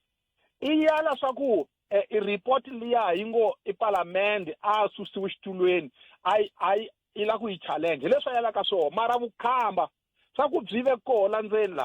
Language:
Tsonga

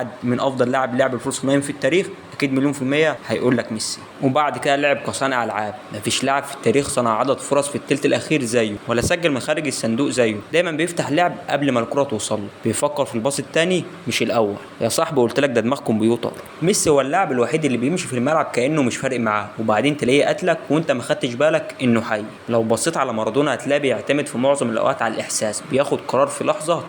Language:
Egyptian Arabic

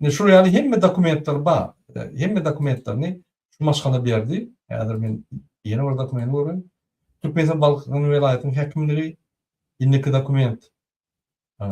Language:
Turkmen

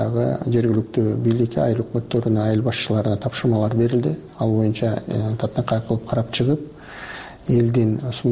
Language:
Kyrgyz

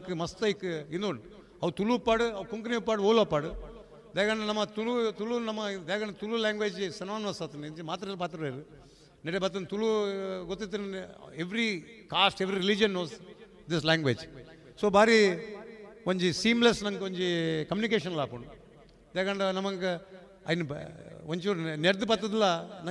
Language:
Tulu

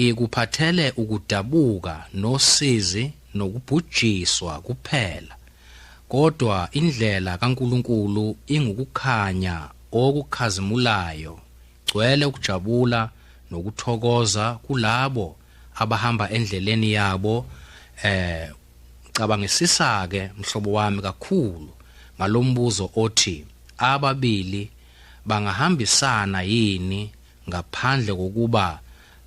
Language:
Zulu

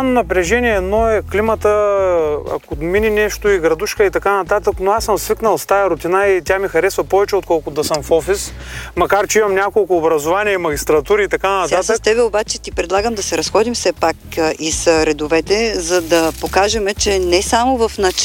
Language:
Bulgarian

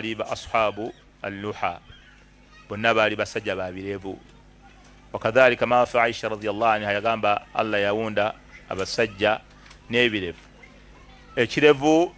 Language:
Ganda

